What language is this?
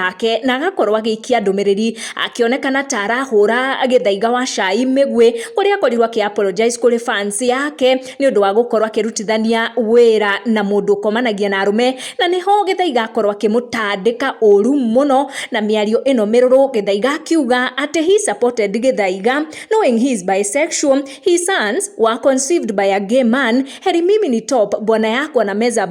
Kikuyu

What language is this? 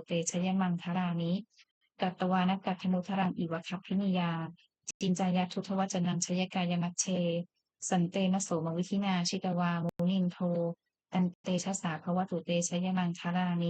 Pali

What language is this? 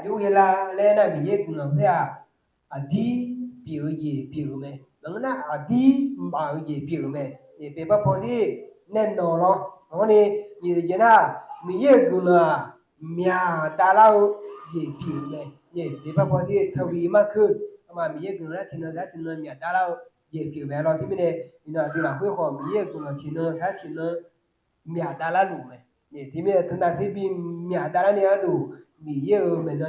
Akha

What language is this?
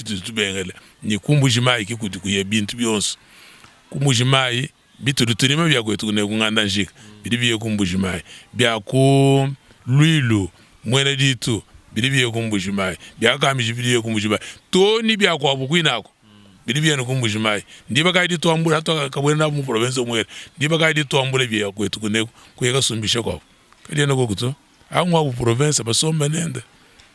Luba-Lulua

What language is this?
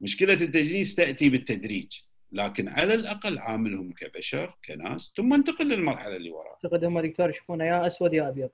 Gulf Arabic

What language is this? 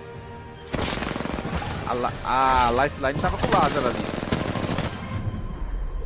Portuguese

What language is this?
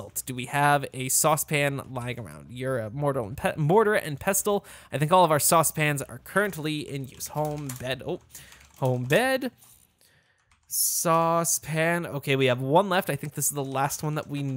English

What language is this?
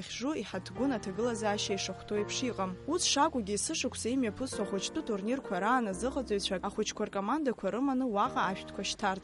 Abkhazian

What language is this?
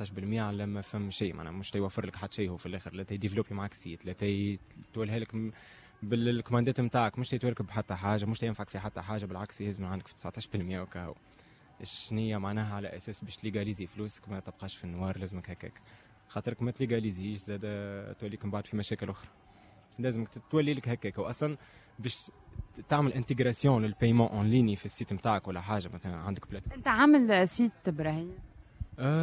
Tunisian Arabic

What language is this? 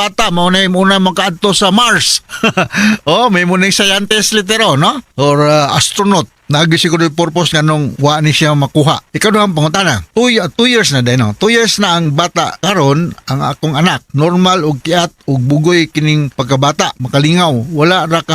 Cebuano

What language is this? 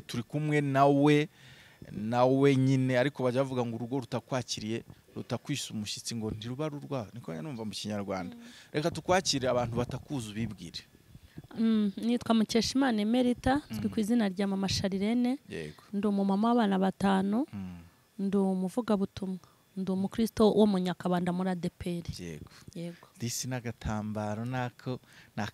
Kinyarwanda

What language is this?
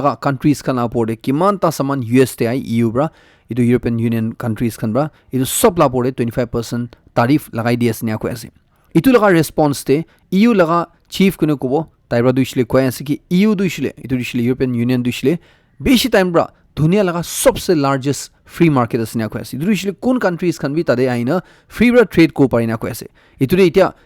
Naga Pidgin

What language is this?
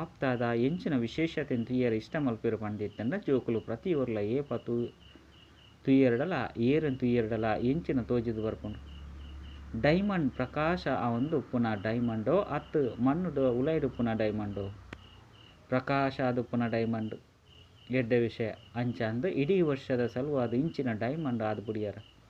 Tulu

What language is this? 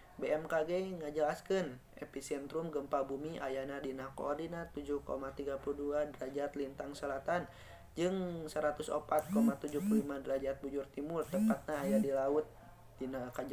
Sundanese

